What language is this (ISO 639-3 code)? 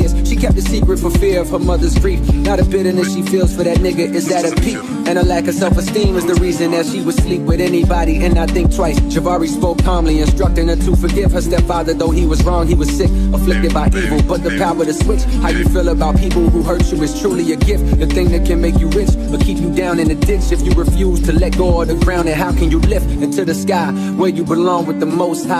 eng